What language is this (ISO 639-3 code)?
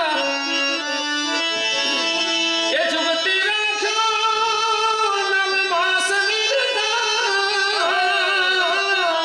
guj